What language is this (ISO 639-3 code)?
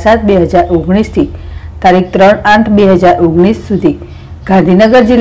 guj